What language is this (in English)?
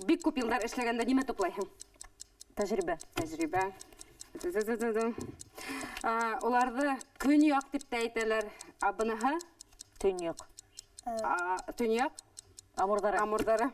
Bashkir